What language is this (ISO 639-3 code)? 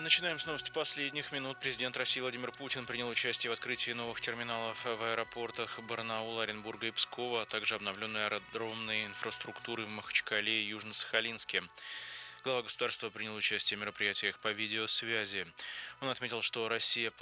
rus